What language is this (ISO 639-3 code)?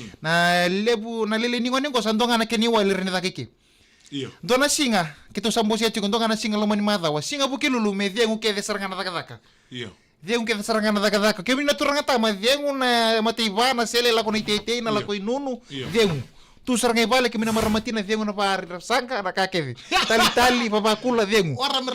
fij